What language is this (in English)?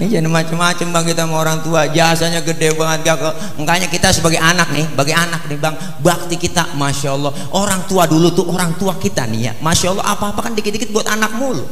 Betawi